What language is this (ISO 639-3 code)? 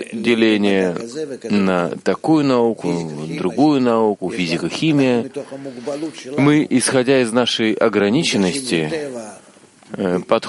rus